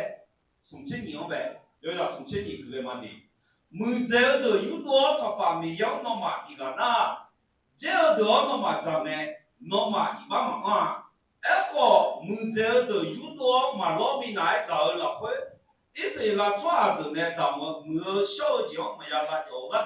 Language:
Akha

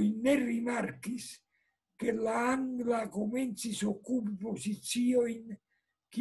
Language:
Esperanto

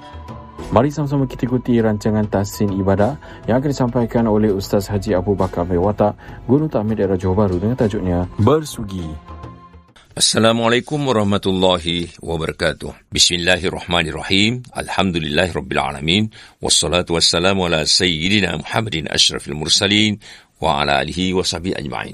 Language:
Malay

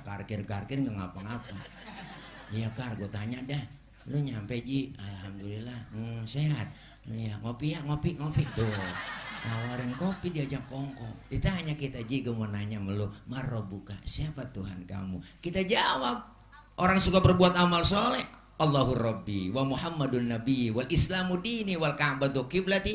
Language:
Betawi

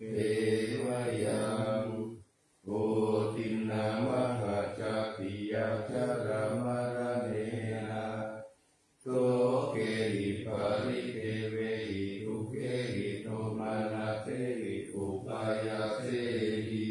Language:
Pali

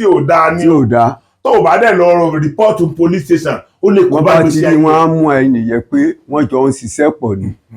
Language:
Yoruba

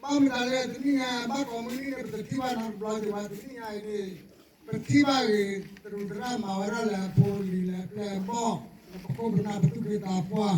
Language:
S'gaw Karen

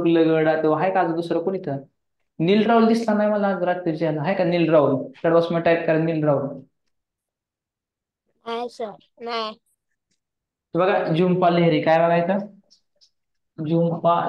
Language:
Marathi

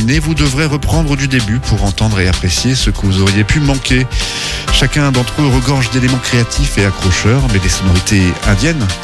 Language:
French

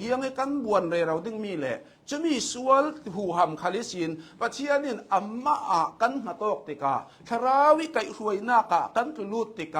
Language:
Hakha Chin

